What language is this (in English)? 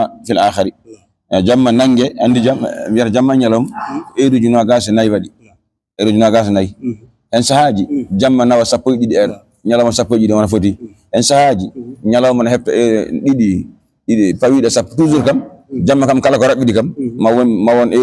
Fula